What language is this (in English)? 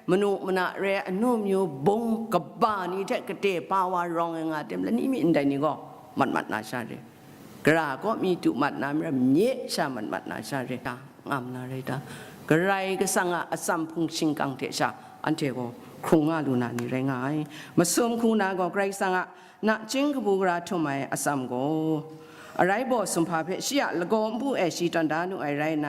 Kachin